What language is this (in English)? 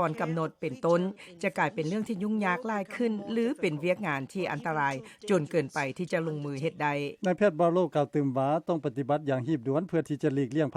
Lao